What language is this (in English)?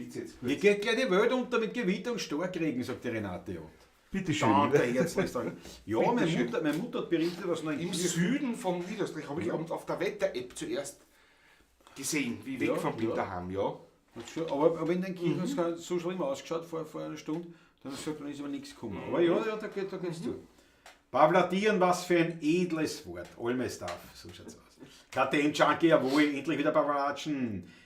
Bavarian